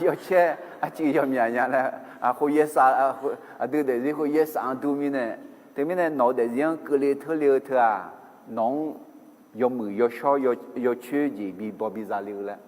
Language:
Akha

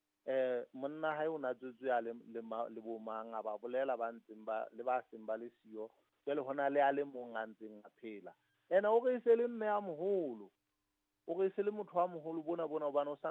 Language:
Southern Sotho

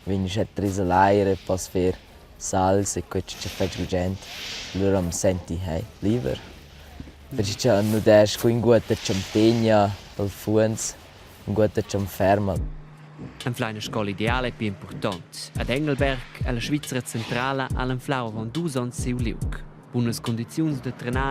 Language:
Romansh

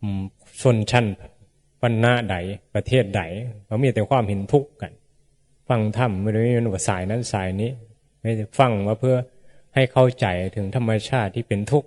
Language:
Northeastern Thai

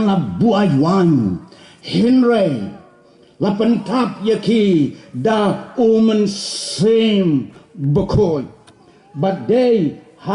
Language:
Khasi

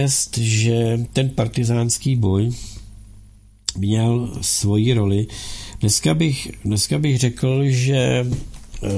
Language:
Czech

